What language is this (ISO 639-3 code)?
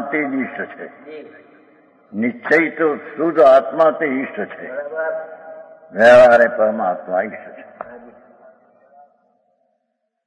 guj